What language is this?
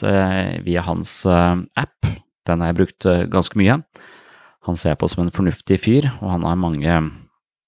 Norwegian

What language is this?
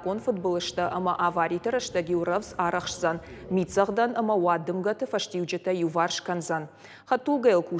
Ossetic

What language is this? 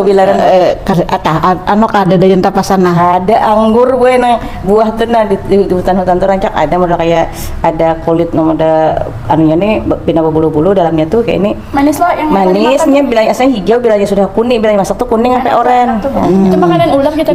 Banjar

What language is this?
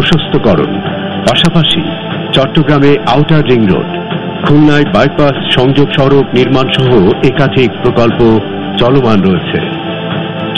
Bangla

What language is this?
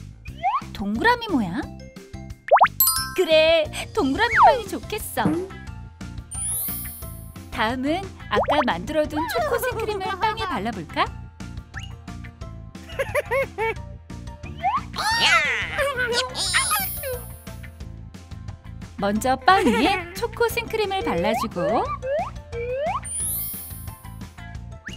Korean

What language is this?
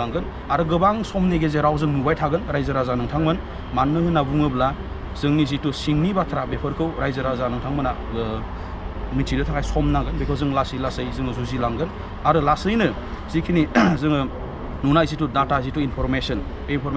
Bodo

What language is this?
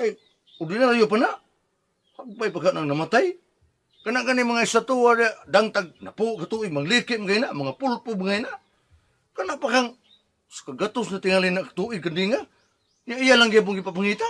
Cebuano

